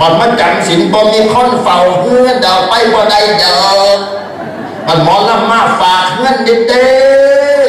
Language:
Northeastern Thai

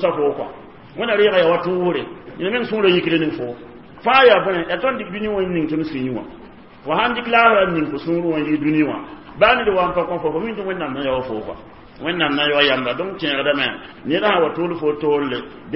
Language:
Mossi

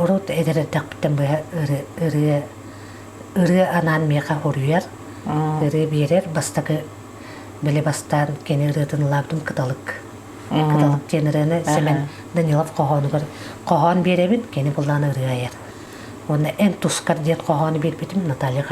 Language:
Yakut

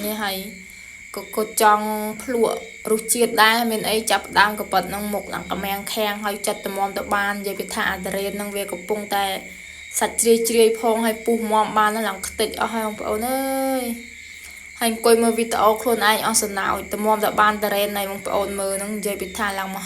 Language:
Khmer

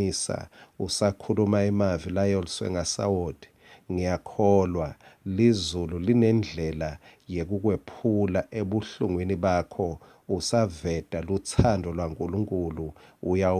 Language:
Swati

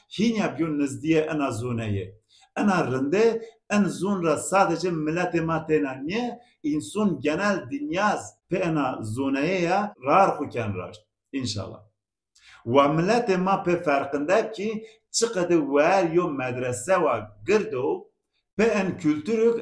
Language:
Zaza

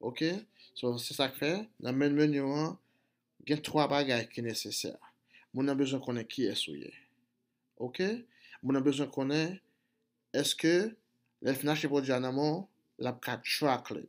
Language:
Haitian Creole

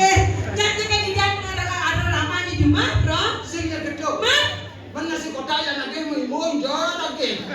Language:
Balinese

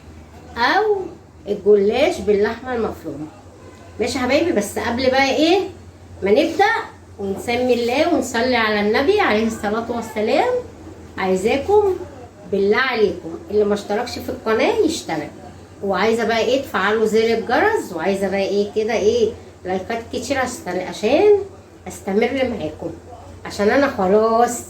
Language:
Egyptian Arabic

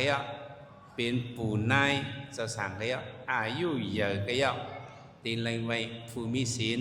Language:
Shan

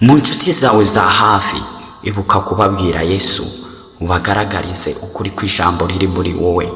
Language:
Kinyarwanda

